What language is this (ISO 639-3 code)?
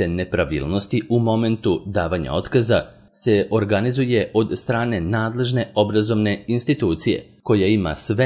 srp